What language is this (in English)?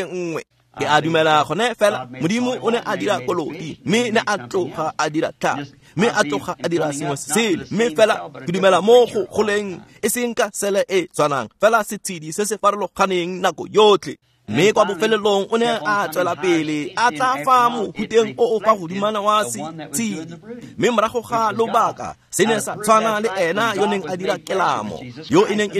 Tswana